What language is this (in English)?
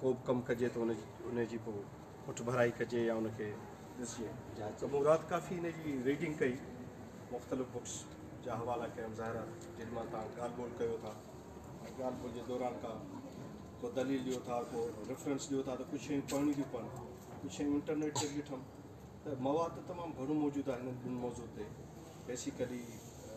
Sindhi